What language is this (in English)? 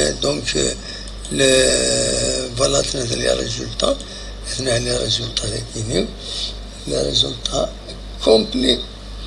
Kabyle